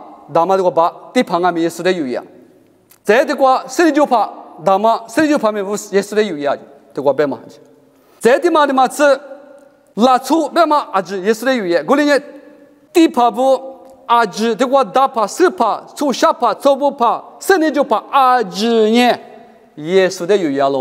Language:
Lisu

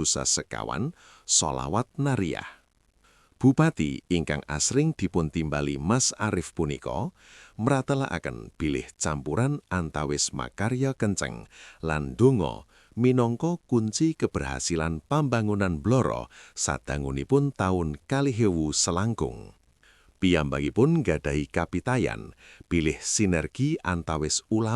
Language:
Javanese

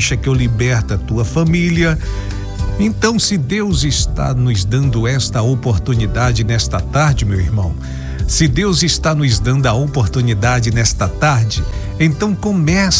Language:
Portuguese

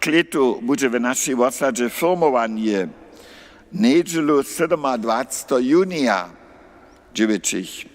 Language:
Upper Sorbian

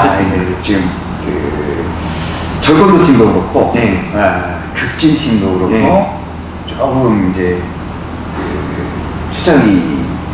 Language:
Korean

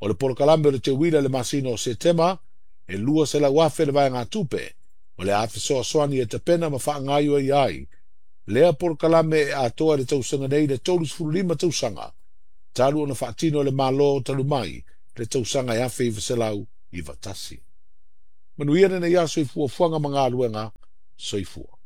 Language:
Samoan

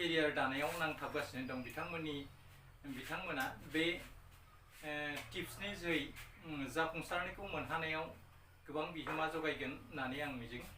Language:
Bodo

